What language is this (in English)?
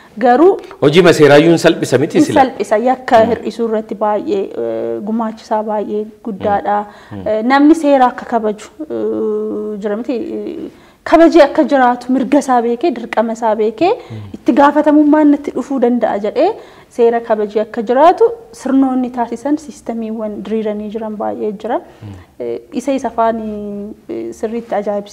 Oromo